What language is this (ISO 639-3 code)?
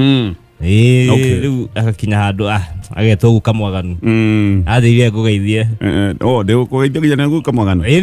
kik